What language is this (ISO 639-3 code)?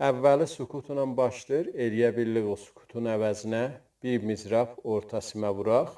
azb